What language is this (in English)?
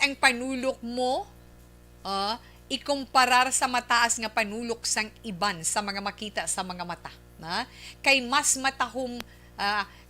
Hiligaynon